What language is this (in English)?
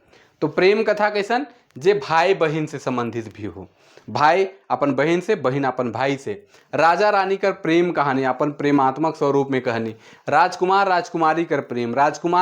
Sadri